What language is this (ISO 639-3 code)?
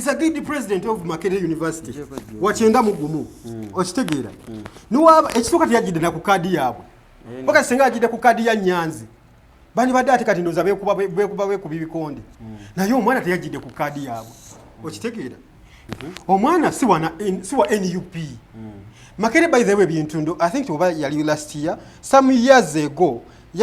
lug